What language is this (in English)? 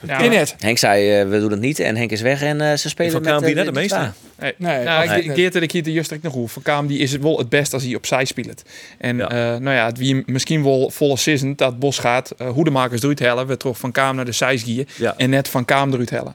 Western Frisian